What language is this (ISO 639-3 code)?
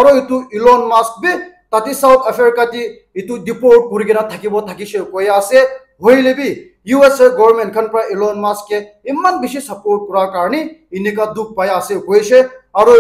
nag